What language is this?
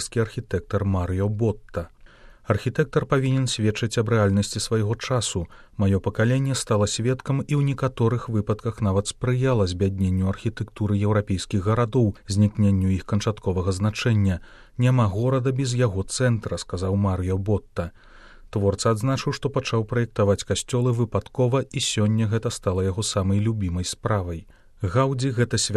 Belarusian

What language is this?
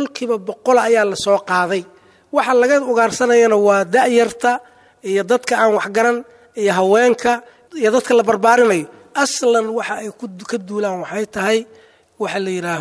Somali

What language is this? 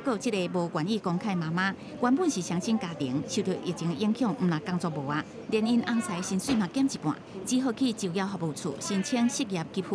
Min Nan Chinese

